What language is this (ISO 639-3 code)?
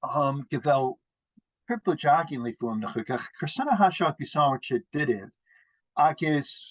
gla